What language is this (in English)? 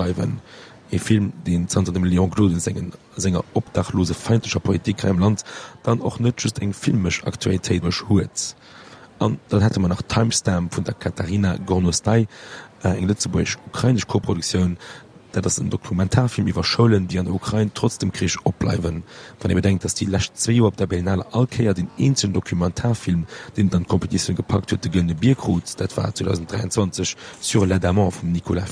Luxembourgish